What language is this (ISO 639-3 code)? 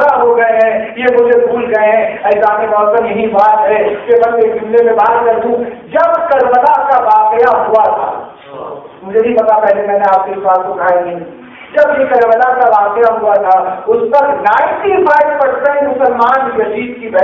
urd